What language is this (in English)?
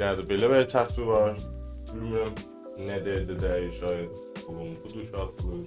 South Azerbaijani